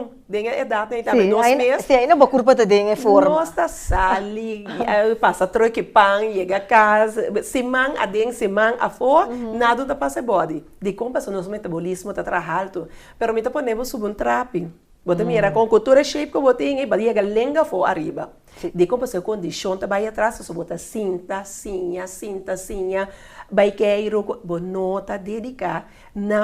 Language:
Papiamento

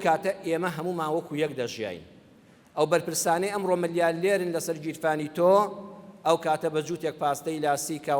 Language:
Central Kurdish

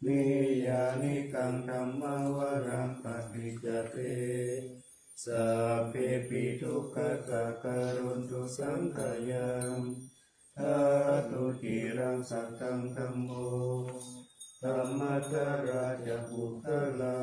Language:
Pali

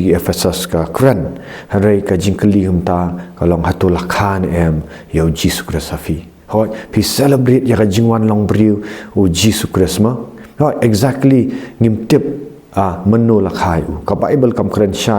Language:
Khasi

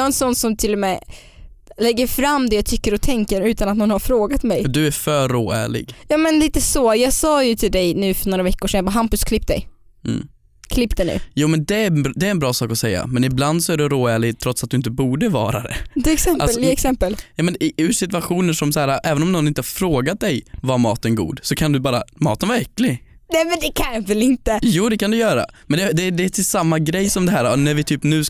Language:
Swedish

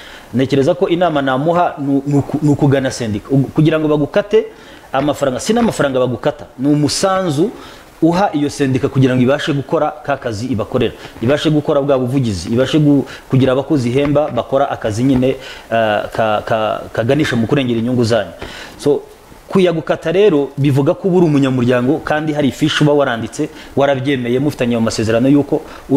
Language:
Kinyarwanda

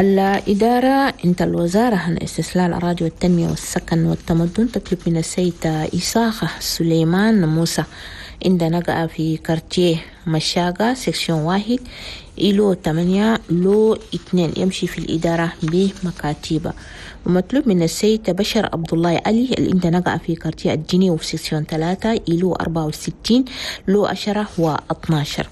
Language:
Chadian Arabic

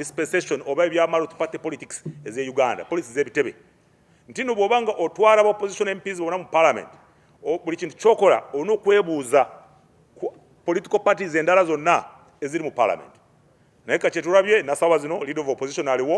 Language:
Nyankole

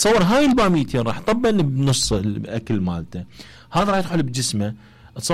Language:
Mesopotamian Arabic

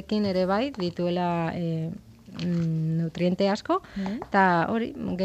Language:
Basque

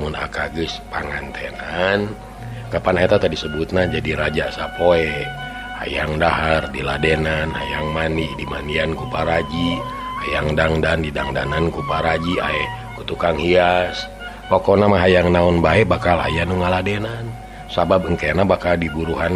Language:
Sundanese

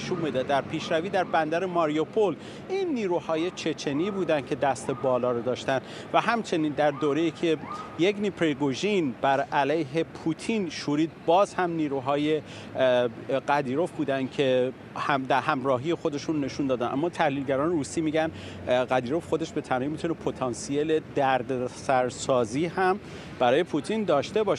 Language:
Persian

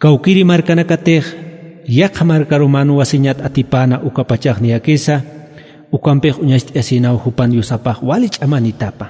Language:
Aymara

